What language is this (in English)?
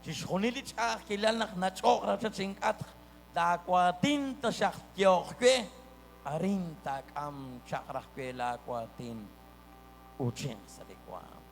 Kekchí